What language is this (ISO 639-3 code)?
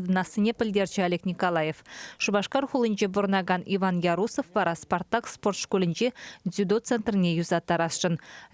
chv